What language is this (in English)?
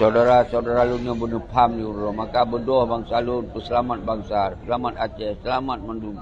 Achinese